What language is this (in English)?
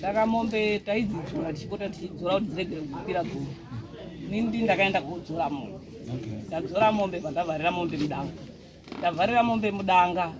Shona